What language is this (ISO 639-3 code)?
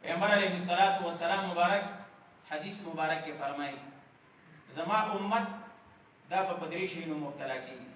pus